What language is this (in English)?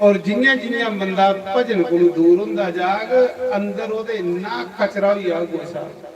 Dogri